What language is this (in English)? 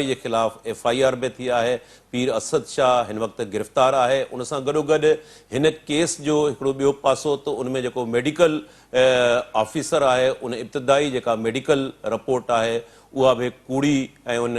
Sindhi